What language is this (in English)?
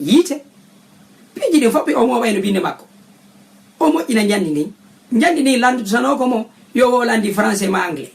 Fula